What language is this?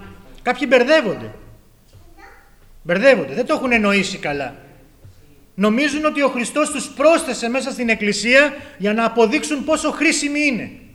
Greek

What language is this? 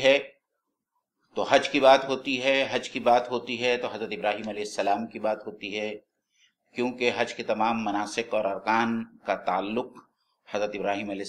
Urdu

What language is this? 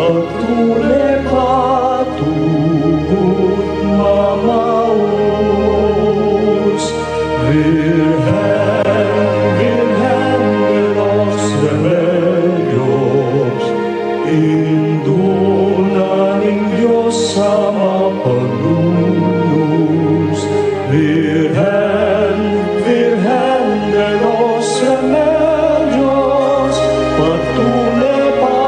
Pampanga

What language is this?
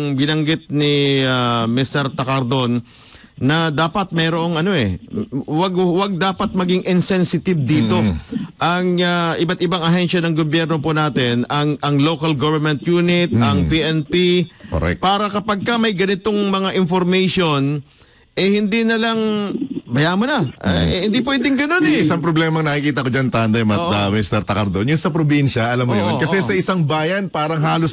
Filipino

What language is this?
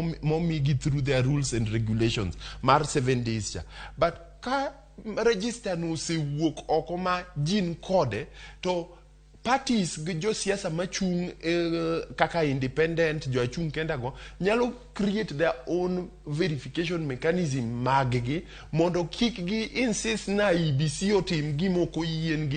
Luo (Kenya and Tanzania)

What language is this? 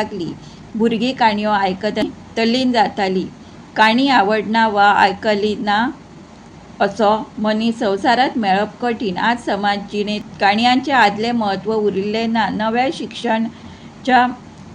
Konkani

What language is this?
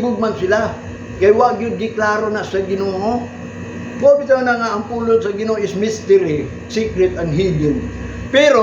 Cebuano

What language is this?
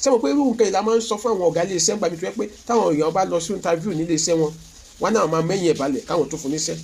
Yoruba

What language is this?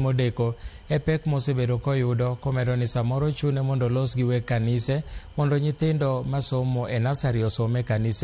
Luo (Kenya and Tanzania)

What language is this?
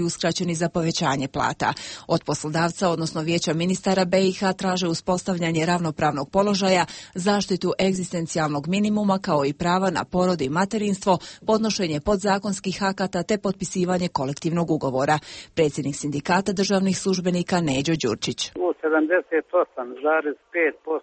Bosnian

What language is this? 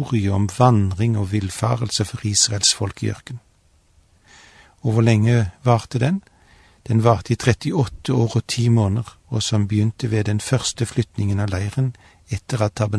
Norwegian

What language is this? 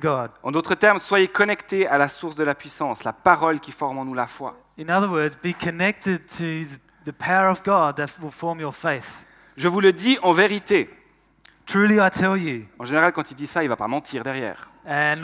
French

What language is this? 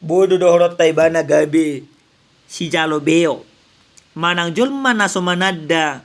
Batak Toba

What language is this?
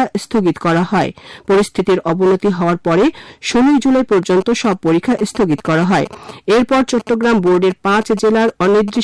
Bangla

